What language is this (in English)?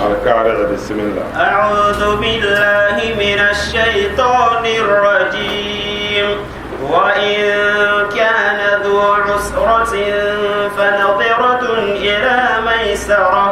Dagbani